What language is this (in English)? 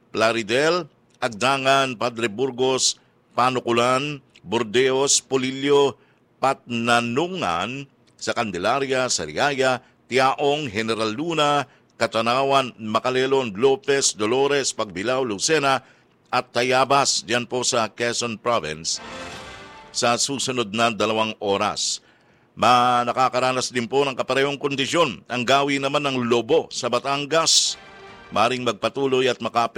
Filipino